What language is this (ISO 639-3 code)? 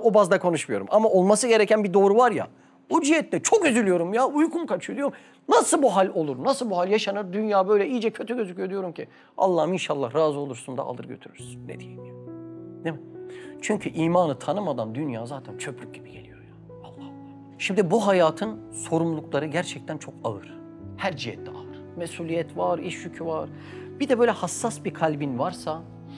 tur